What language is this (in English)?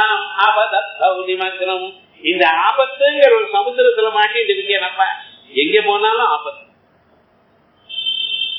Tamil